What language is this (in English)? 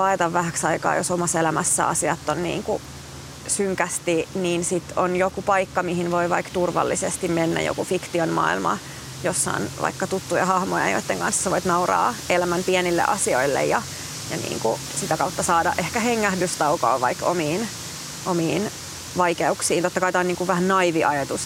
Finnish